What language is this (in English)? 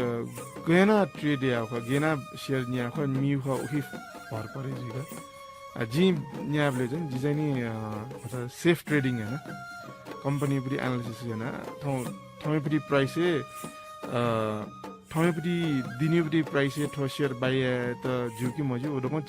Newari